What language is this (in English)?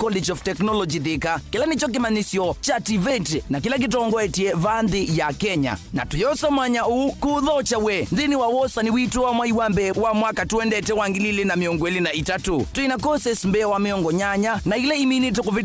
Kamba